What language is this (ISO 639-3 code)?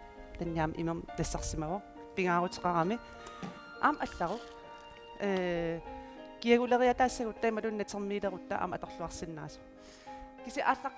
kal